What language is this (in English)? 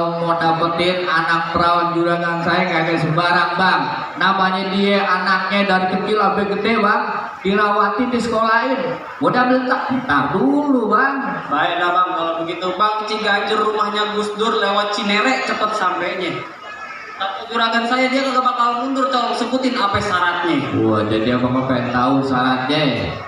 Betawi